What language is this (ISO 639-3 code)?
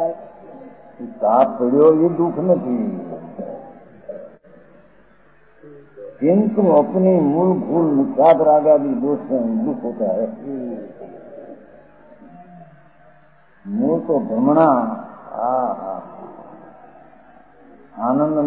guj